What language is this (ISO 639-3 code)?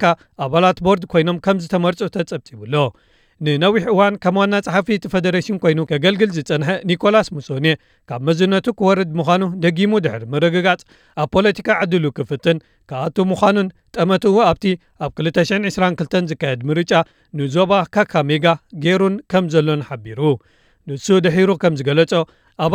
tir